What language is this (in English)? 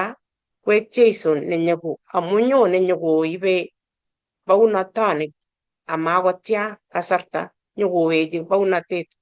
Kalenjin